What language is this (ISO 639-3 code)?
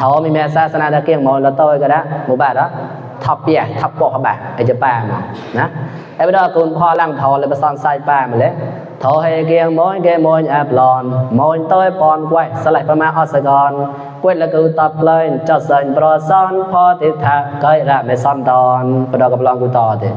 mnw